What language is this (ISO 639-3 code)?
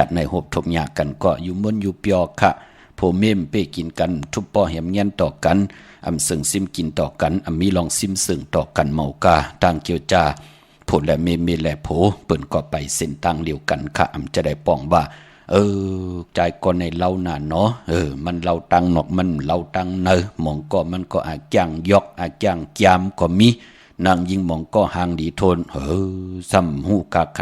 shn